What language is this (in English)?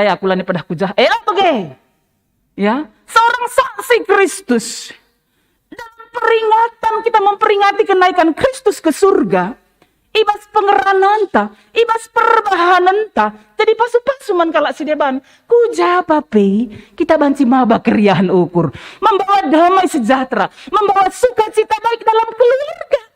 Batak Karo